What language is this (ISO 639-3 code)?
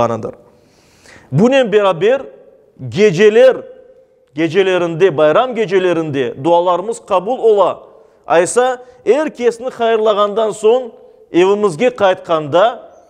crh